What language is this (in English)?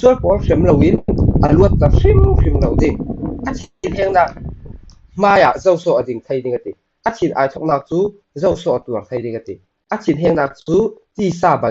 Falam Chin